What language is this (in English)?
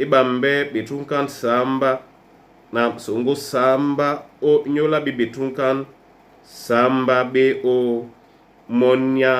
Duala